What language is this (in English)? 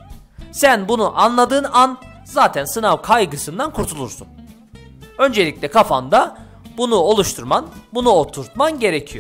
Turkish